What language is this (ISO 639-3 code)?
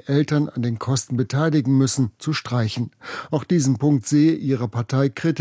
deu